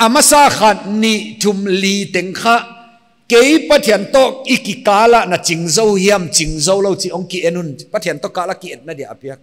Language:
Paite Chin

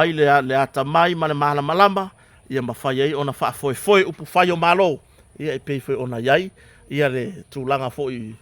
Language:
Samoan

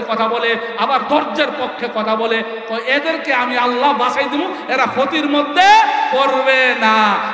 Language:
Bangla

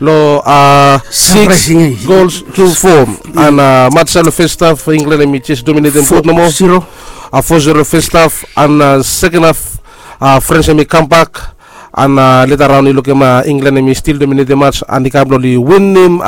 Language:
Bislama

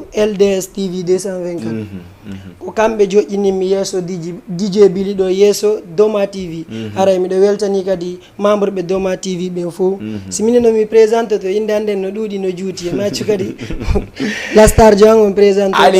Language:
Fula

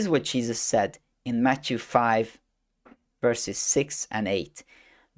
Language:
English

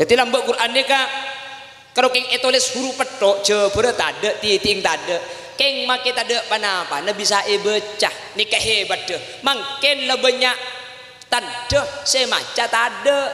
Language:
Madurese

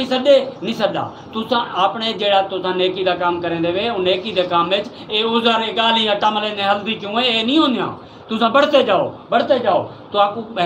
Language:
Saraiki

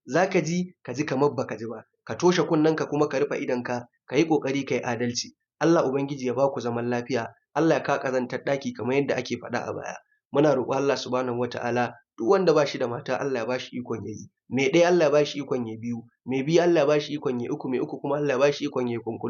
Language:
Hausa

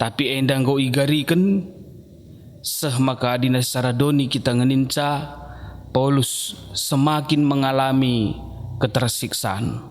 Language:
Batak Karo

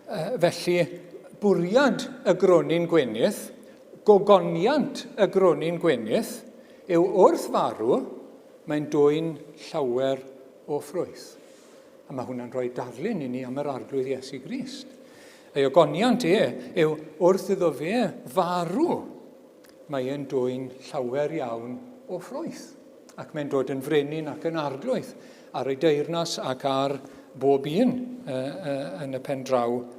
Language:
Welsh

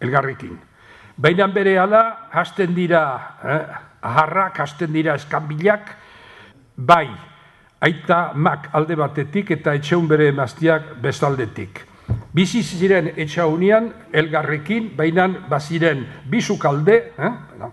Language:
Basque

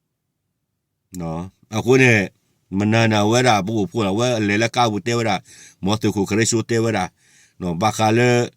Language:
S'gaw Karen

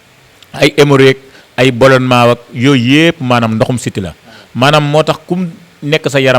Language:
Wolof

